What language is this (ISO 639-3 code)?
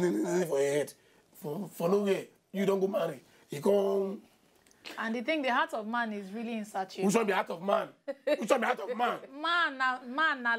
pcm